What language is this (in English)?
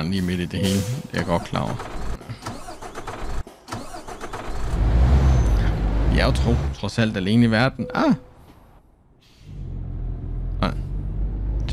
Danish